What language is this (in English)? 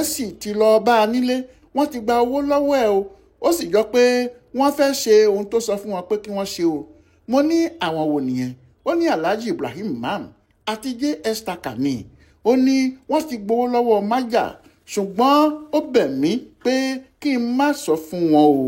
Yoruba